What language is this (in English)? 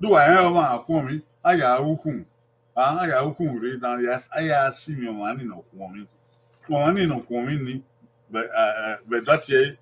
Bini